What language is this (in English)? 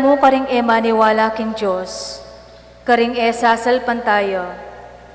Pampanga